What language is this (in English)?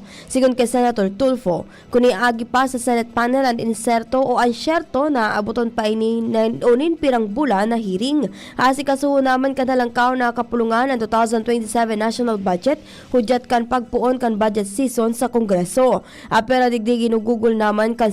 Bikol